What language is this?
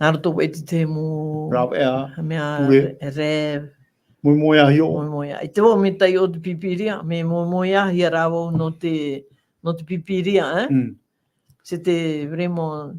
Tahitian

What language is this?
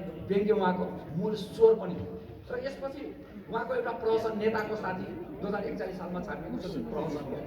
Nepali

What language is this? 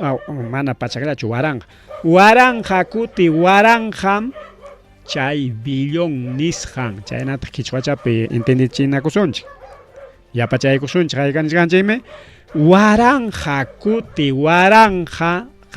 Ayacucho Quechua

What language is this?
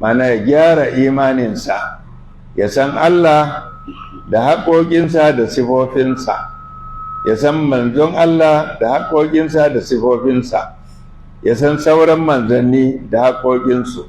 Hausa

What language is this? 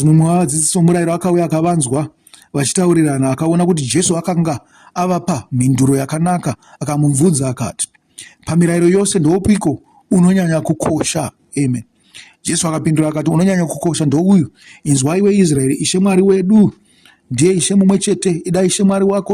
Shona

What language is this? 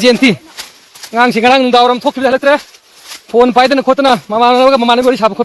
Manipuri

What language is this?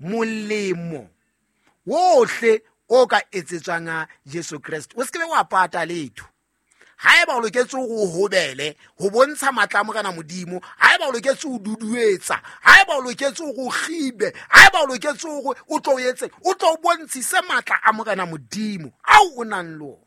Southern Sotho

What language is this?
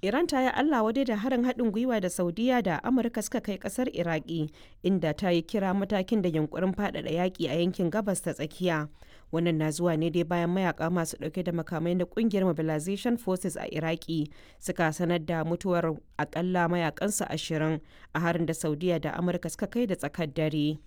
Hausa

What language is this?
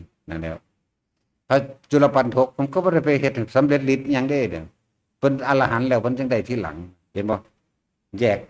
Northeastern Thai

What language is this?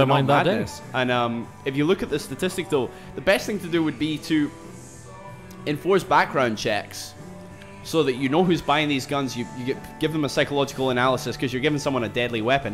English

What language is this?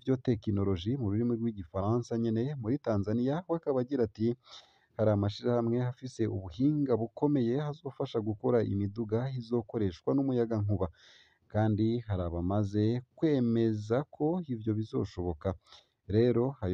Rundi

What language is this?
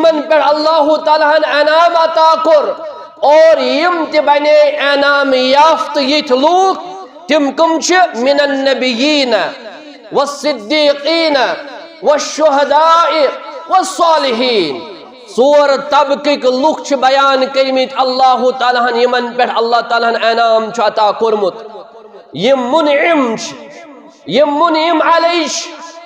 Kashmiri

